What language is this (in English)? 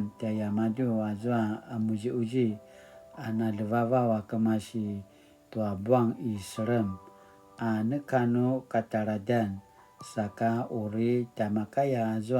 Paiwan